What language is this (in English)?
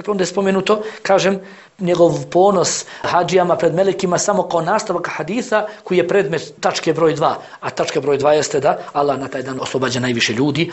Bosnian